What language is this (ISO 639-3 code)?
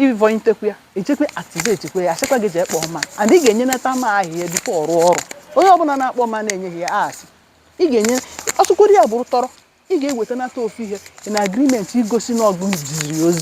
ibo